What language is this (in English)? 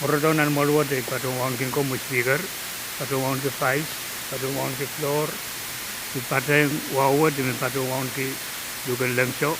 Pohnpeian